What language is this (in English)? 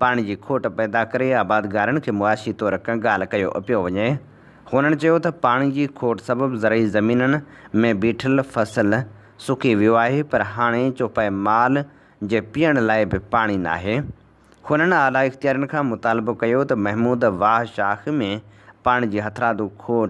Sindhi